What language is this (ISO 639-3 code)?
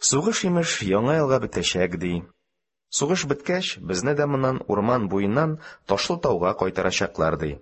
tat